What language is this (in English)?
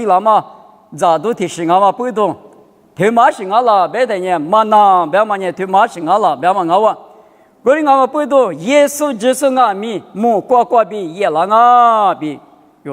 Lisu